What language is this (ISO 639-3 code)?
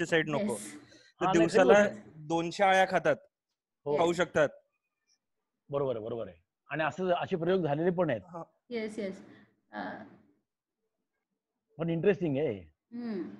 mar